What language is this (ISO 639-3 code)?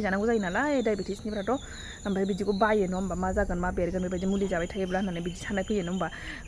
brx